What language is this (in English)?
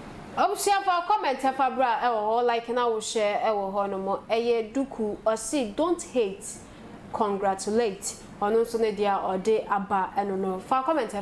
Akan